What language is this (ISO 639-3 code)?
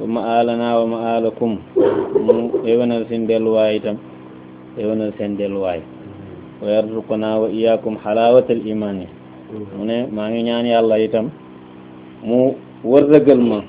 wol